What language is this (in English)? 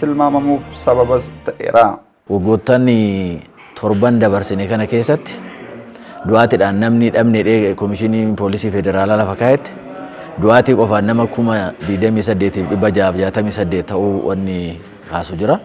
Oromo